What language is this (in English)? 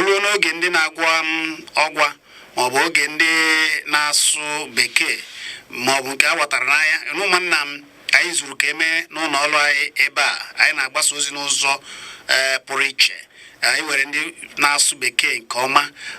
Igbo